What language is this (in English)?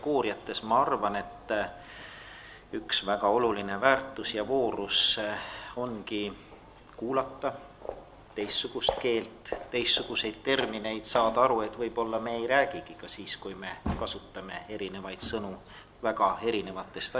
Estonian